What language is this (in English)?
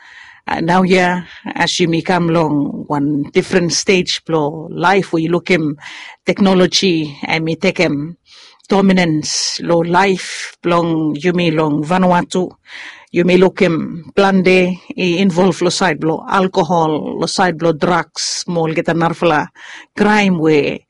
Bislama